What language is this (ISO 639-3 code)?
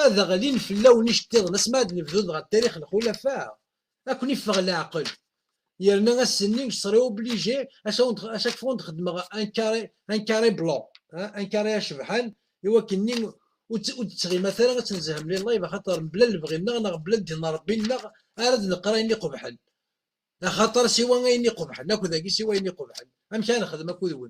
kab